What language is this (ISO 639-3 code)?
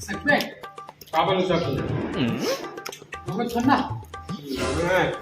hne